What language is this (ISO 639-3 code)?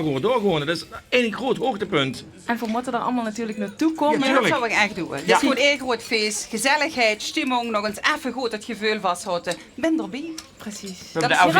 lim